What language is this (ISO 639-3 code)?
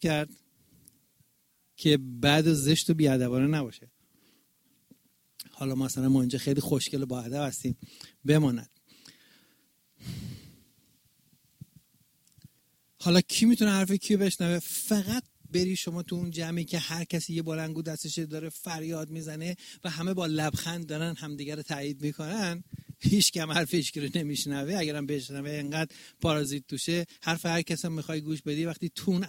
fas